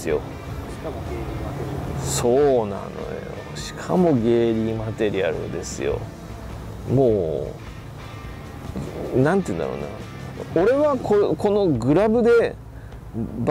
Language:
Japanese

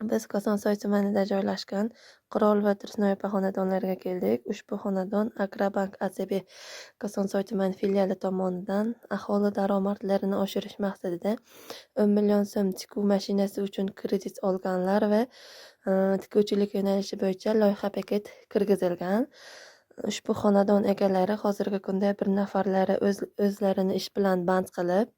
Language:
Uzbek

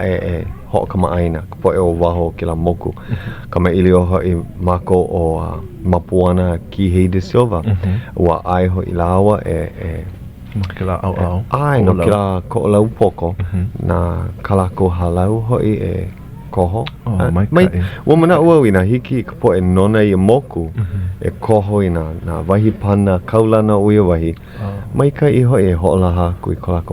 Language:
Hawaiian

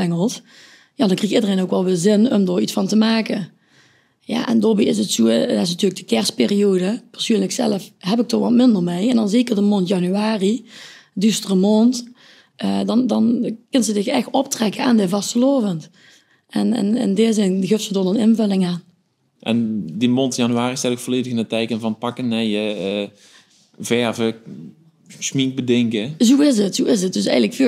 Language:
Limburgish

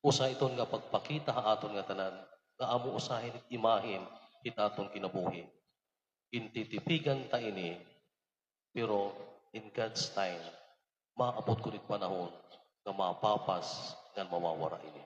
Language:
Waray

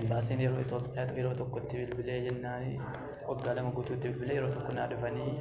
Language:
Oromo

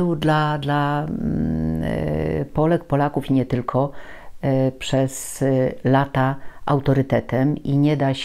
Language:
Polish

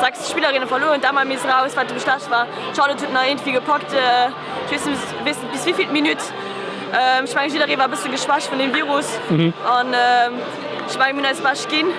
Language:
Luxembourgish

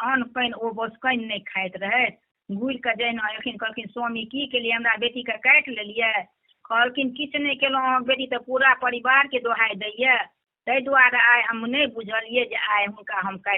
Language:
Maithili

